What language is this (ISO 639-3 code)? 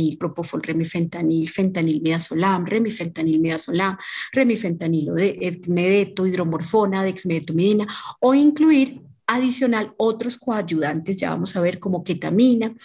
spa